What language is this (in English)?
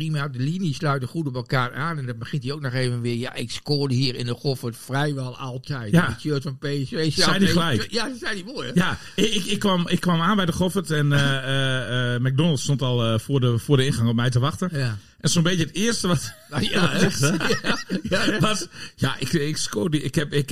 Dutch